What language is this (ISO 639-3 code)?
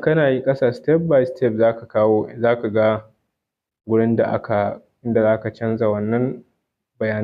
hau